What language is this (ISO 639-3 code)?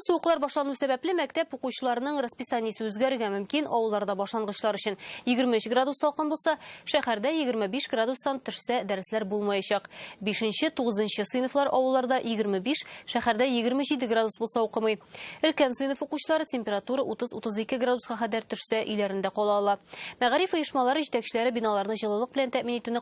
tat